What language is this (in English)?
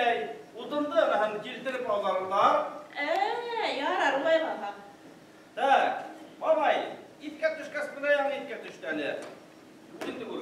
Bashkir